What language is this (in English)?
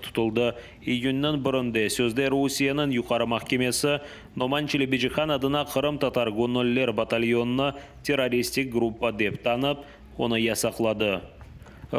Crimean Tatar